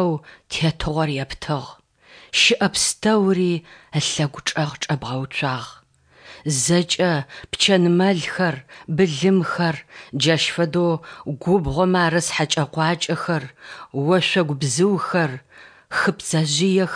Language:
Adyghe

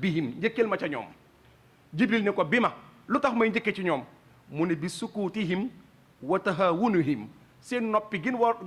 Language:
Wolof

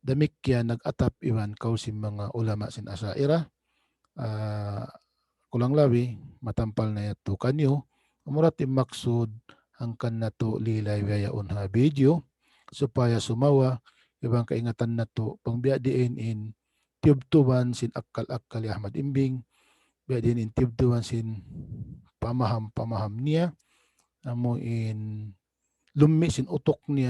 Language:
Tausug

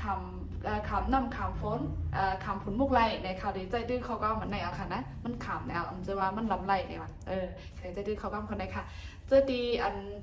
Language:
Shan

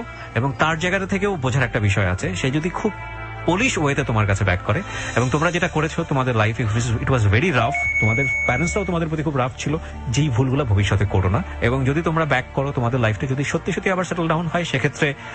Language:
Bangla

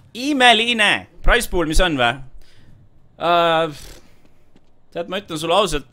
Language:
Estonian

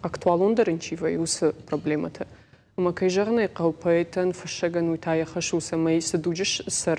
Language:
Ossetic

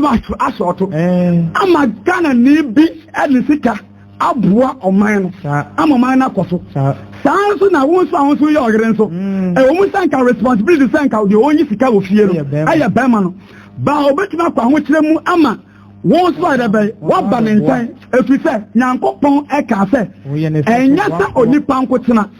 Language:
Akan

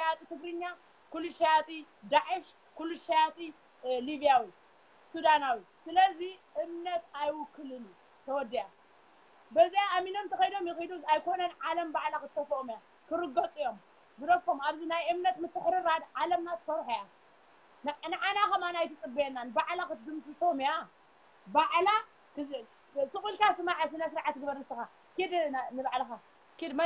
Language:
Tigrinya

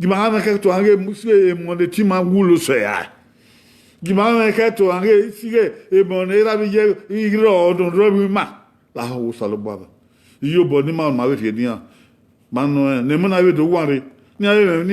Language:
Bini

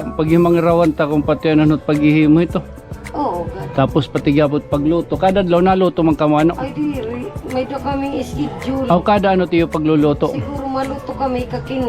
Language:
Waray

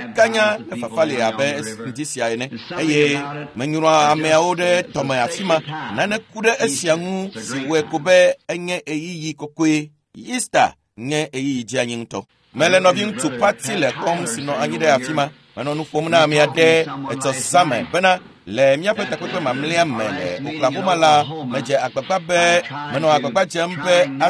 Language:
Ewe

